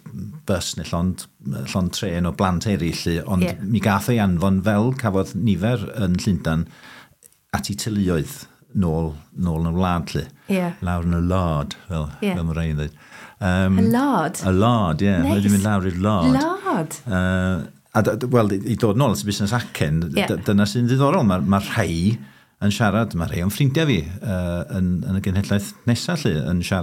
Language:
Welsh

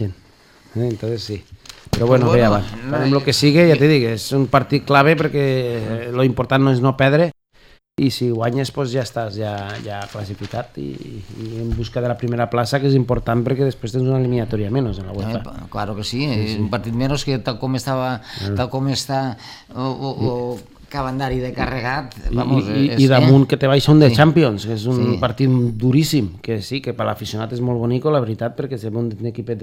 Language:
Catalan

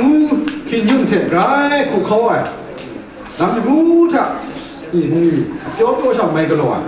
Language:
Kachin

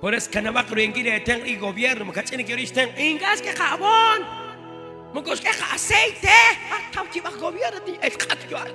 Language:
Kekchí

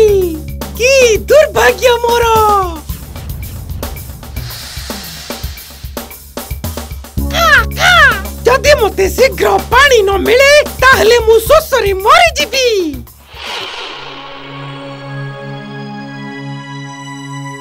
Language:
Odia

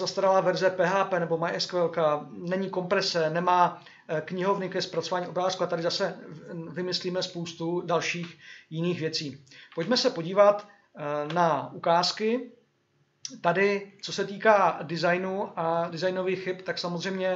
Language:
Czech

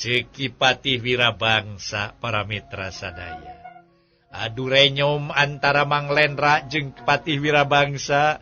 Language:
Sundanese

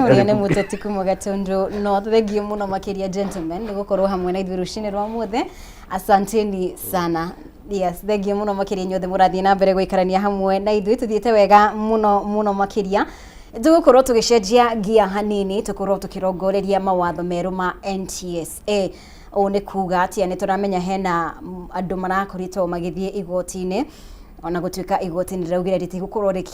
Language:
Kikuyu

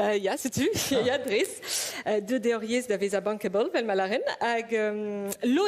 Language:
Breton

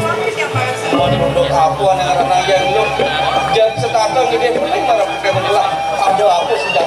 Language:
Balinese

